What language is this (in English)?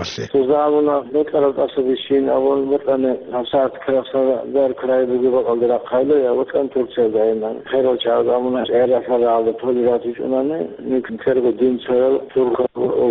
Avaric